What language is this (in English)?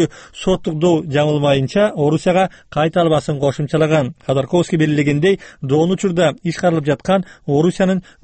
Kyrgyz